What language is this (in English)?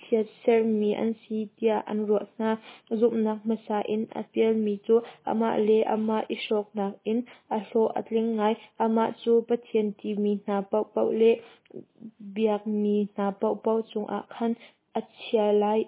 Hakha Chin